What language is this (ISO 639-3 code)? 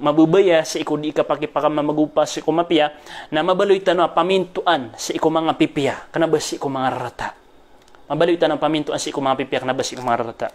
mrw